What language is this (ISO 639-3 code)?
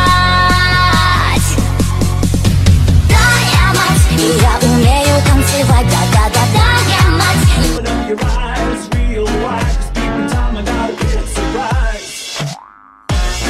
rus